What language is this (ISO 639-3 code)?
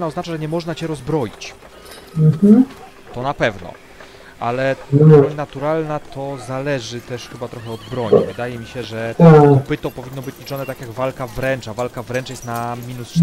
pol